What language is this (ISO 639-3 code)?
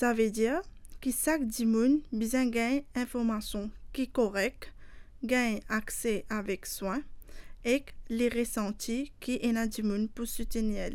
mfe